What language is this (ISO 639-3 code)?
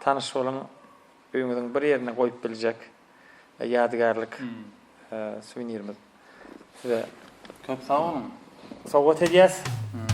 tuk